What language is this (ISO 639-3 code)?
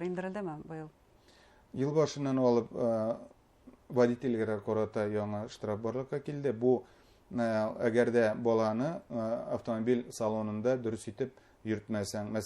bak